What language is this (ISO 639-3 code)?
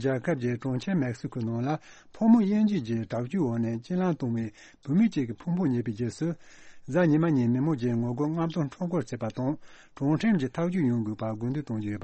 bod